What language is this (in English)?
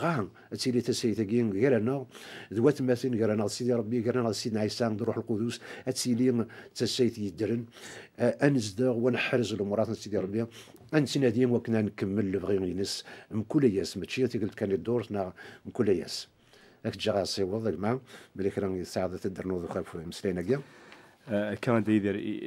Kabyle